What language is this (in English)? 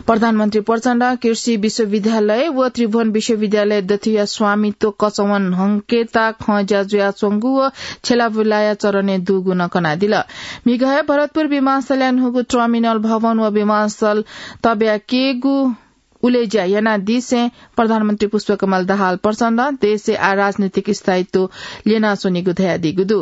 Newari